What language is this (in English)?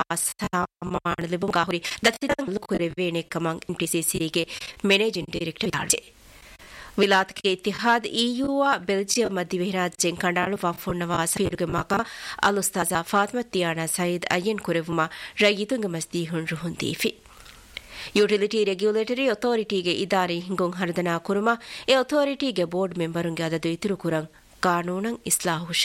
Divehi